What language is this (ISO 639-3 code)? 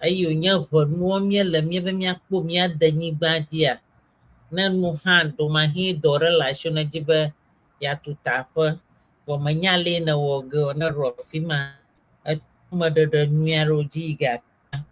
ewe